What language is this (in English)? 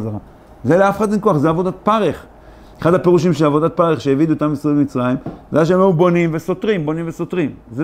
Hebrew